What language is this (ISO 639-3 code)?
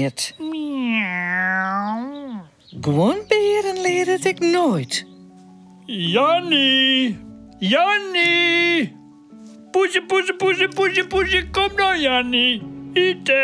fry